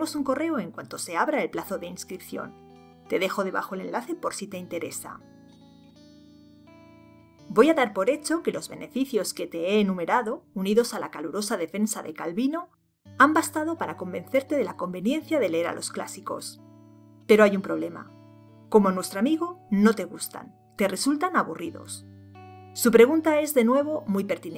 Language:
Spanish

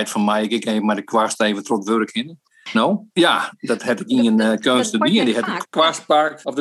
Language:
Western Frisian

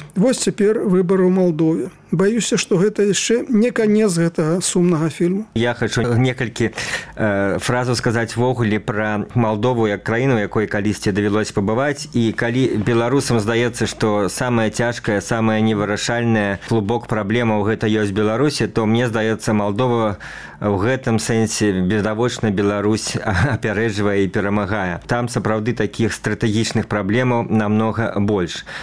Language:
Belarusian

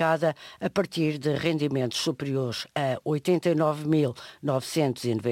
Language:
Portuguese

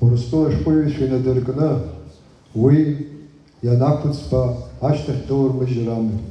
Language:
Abkhazian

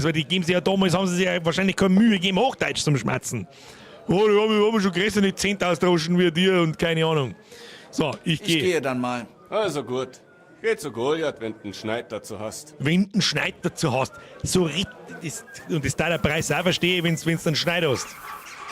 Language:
Bavarian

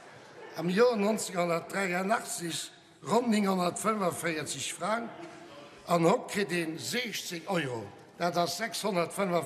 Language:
Luxembourgish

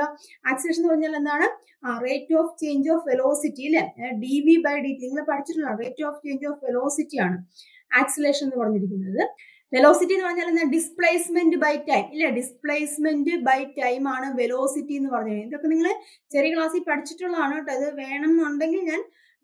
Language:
Malayalam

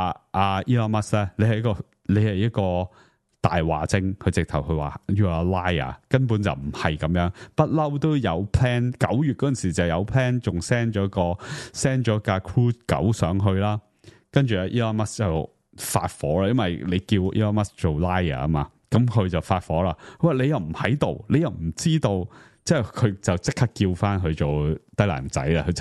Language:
Cantonese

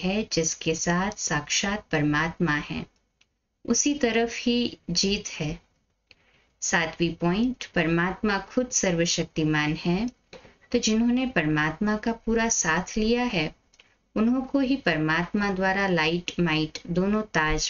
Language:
Hindi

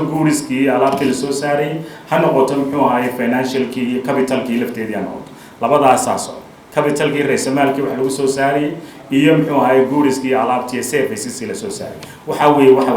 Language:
Somali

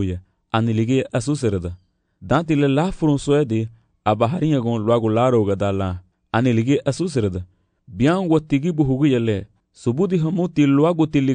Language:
Garifuna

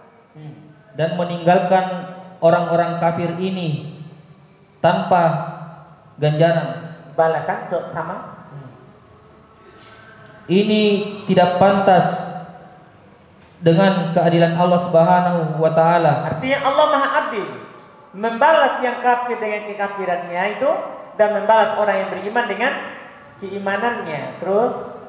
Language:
Indonesian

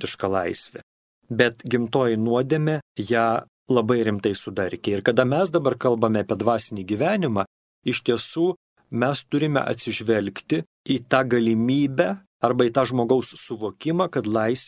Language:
Lithuanian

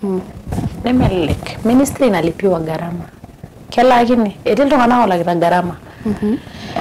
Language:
Masai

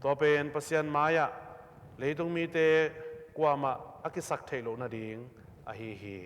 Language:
Tedim Chin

